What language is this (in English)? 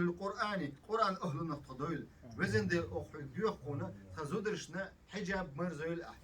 Chechen